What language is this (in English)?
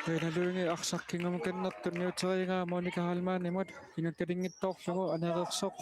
Kalaallisut